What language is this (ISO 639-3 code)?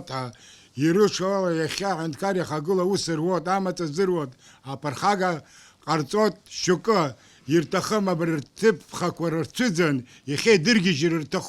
abk